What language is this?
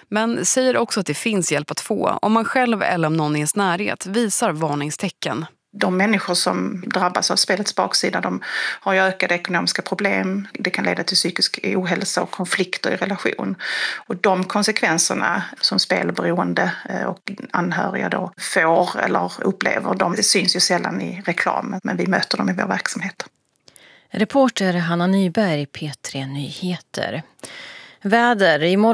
Swedish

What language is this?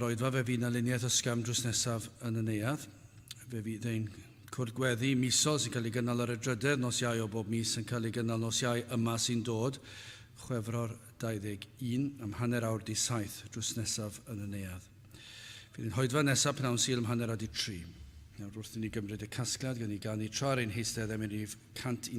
Welsh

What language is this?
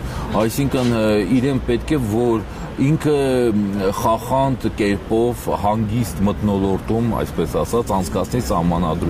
Armenian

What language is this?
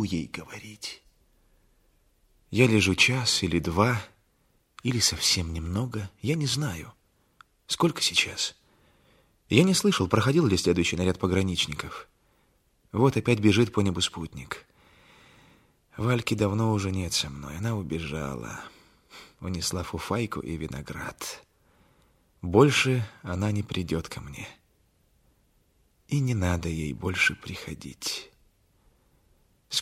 Russian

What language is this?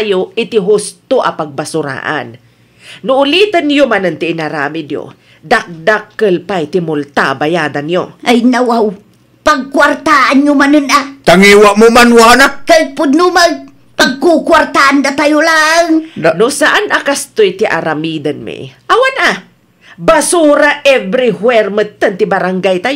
Iloko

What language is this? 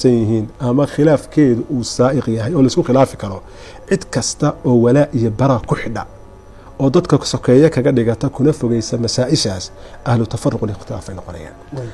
Somali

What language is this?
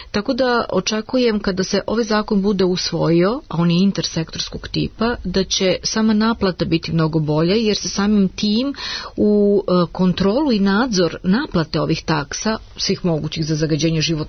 Serbian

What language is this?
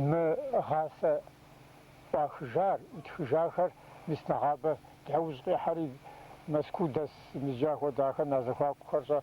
Kabardian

